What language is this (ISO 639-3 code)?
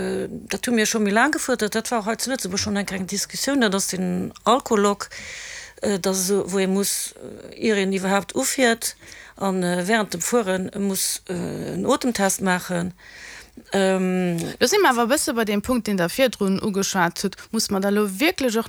ltz